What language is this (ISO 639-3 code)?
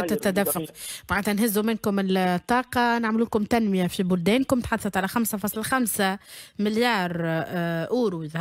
aeb